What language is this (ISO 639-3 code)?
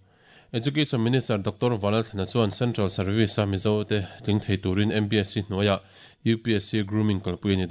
lus